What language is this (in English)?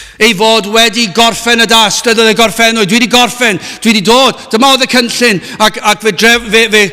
Welsh